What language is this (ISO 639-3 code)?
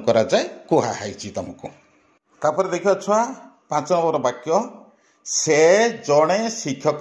ori